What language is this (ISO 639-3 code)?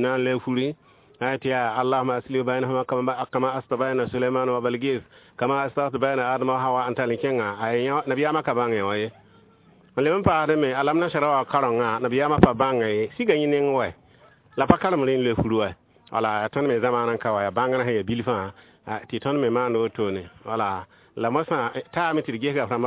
mos